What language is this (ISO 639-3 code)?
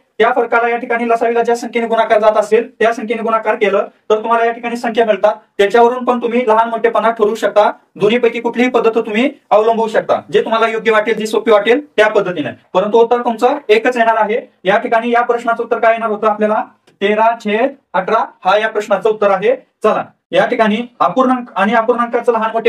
mar